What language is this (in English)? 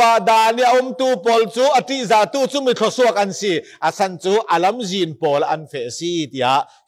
Falam Chin